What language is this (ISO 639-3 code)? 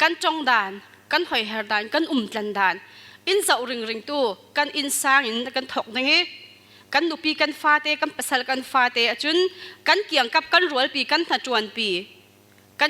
cfm